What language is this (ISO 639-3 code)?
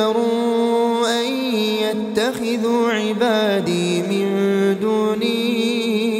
ara